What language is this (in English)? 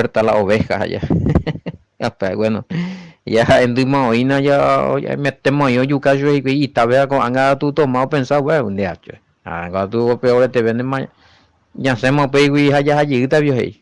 Guarani